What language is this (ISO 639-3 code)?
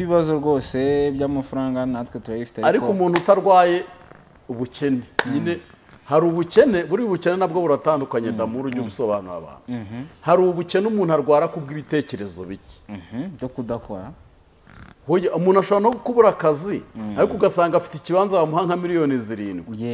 kin